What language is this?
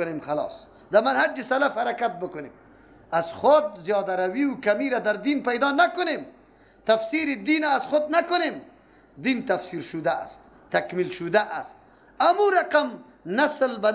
Persian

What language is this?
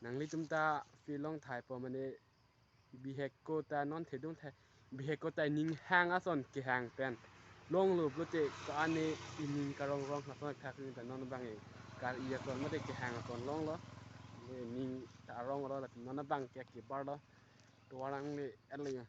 Karbi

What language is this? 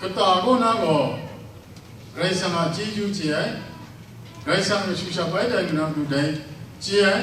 Kachin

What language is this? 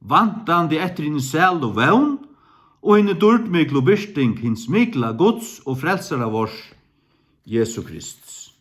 Faroese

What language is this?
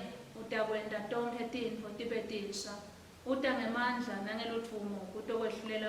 Swati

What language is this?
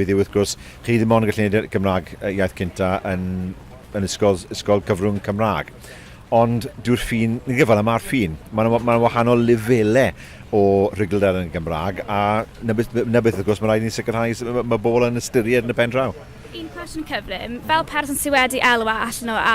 Welsh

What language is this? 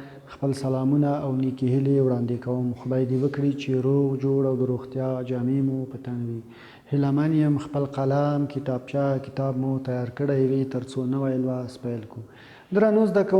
Pashto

